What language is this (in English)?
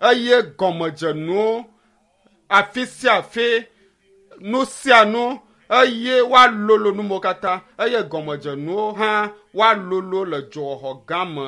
Ewe